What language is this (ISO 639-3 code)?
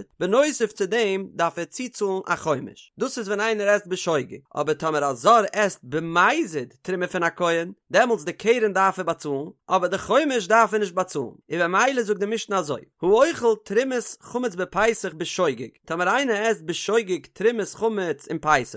yid